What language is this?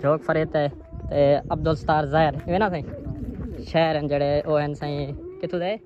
Saraiki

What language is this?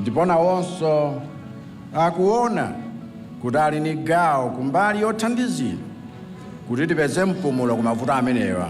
Nyanja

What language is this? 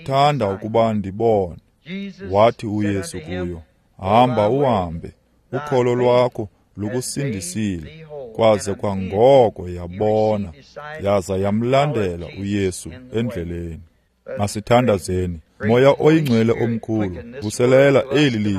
Xhosa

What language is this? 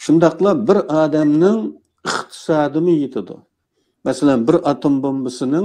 Uyghur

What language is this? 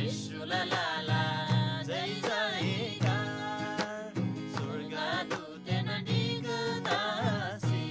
Eastern Tamang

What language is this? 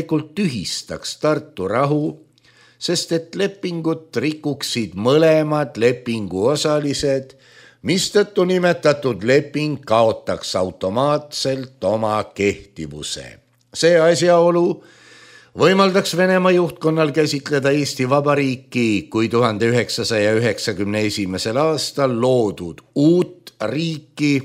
Estonian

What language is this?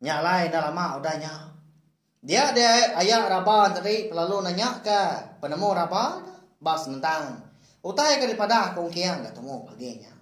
Iban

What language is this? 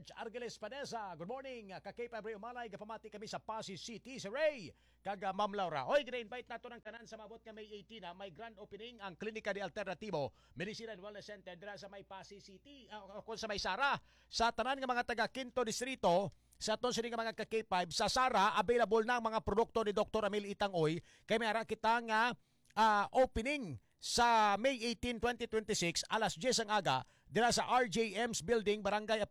Hiligaynon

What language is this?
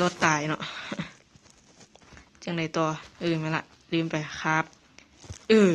Lao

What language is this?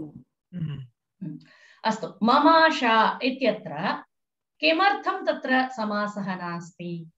Sanskrit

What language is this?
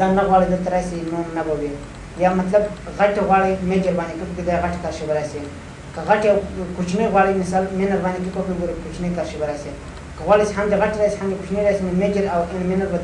Pashto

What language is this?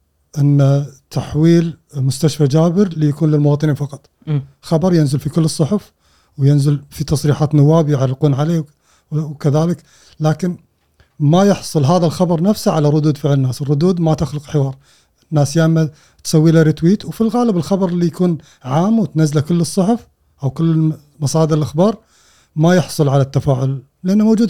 Gulf Arabic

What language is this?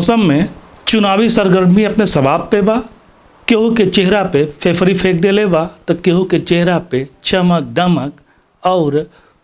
Bhojpuri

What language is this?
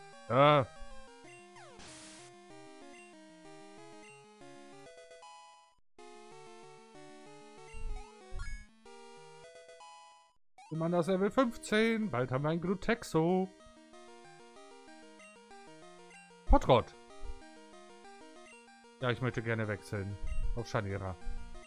German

